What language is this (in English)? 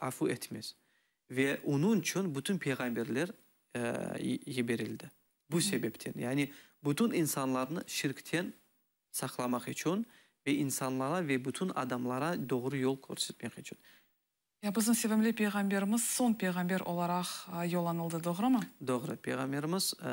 Crimean Tatar